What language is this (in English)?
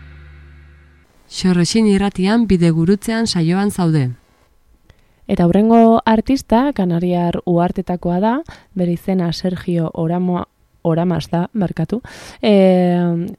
Basque